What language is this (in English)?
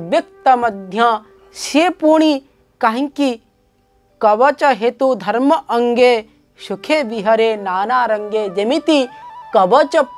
Odia